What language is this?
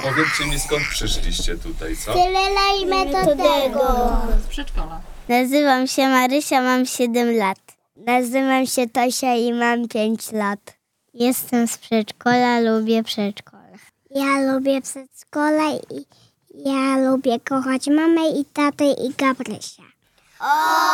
Polish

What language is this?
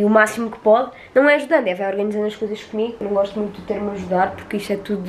Portuguese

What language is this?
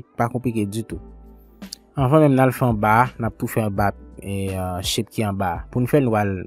Haitian Creole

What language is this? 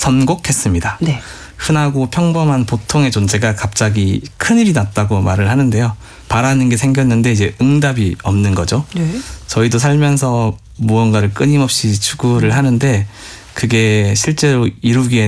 Korean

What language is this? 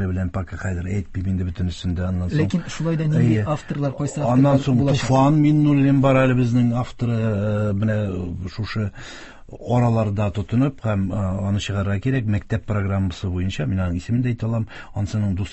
Tatar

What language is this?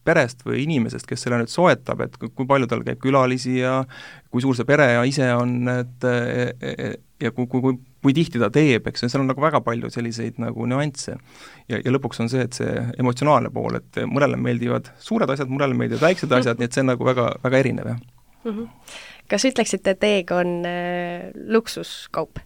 Estonian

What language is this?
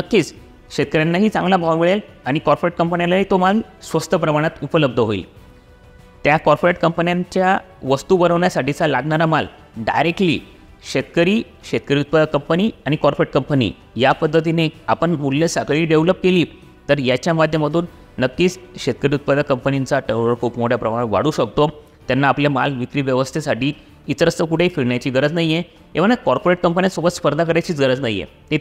Marathi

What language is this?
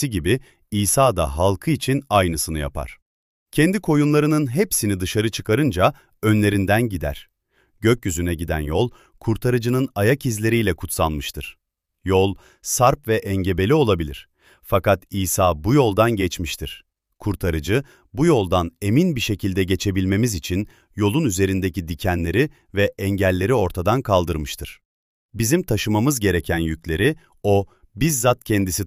Turkish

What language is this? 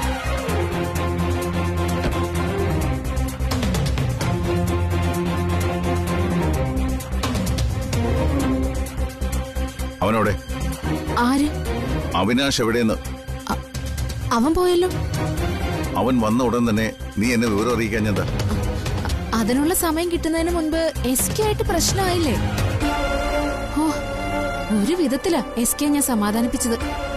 Malayalam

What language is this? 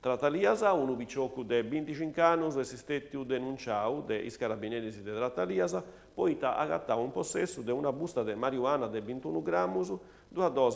Sardinian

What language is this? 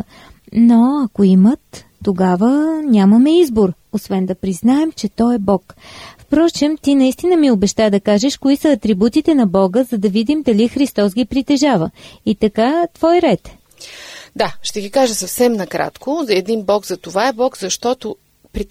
Bulgarian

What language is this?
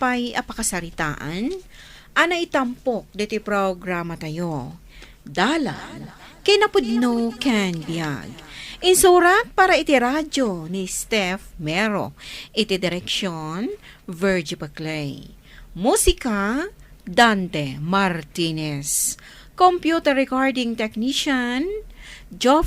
Iloko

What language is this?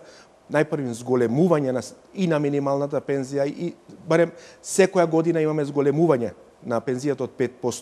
Macedonian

